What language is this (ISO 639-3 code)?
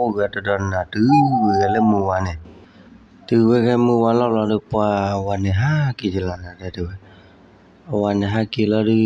ksw